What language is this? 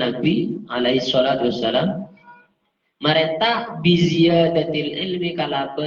Madurese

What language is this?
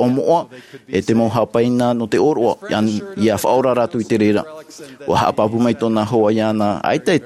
Tahitian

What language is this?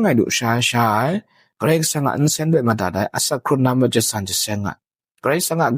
Kachin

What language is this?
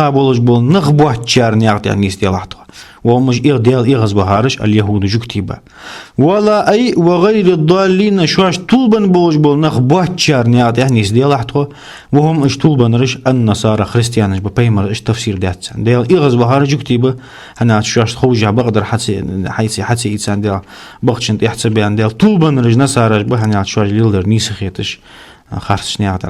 Ingush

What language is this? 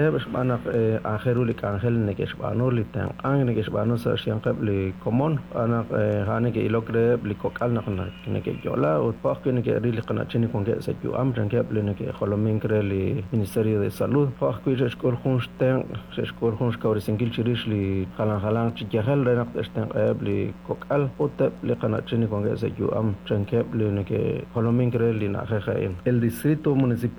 Kekchí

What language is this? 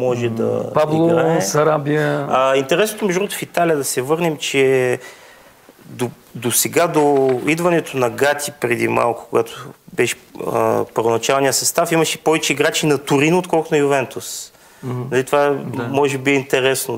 Bulgarian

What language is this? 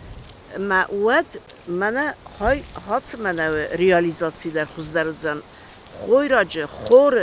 Ossetic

